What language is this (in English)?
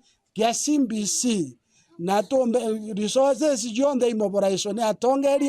Meru